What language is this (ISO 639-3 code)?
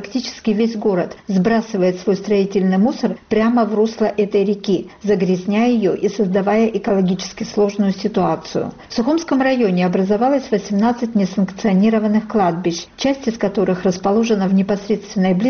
rus